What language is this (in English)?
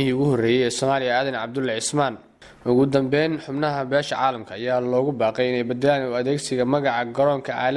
Somali